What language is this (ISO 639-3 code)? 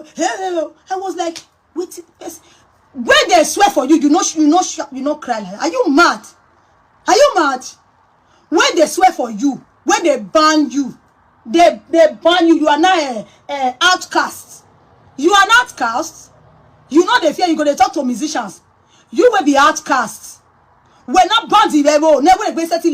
pcm